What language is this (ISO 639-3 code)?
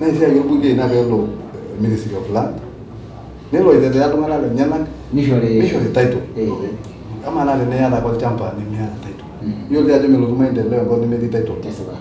mas